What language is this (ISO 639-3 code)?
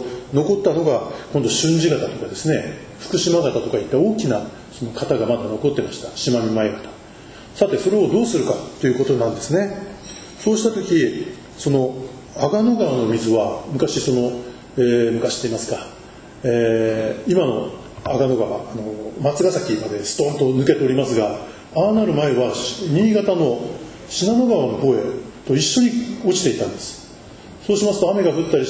jpn